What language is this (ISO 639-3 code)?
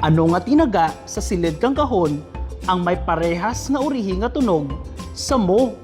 krj